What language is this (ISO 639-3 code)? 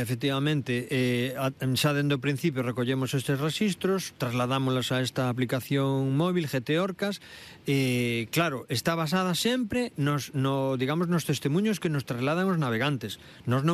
glg